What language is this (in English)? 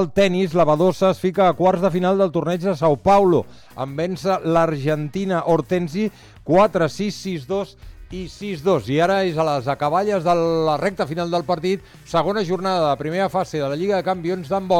Catalan